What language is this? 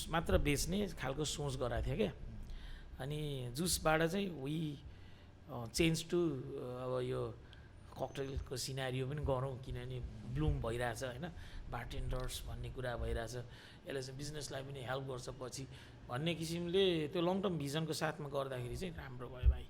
Nepali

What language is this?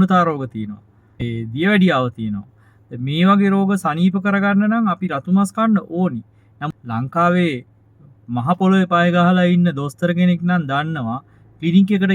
Sinhala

